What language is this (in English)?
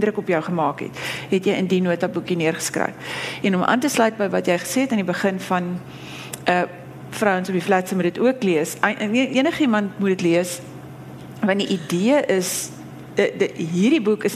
Afrikaans